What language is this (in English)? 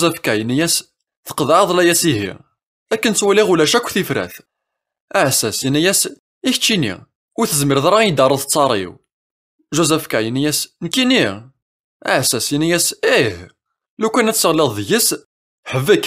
Kabyle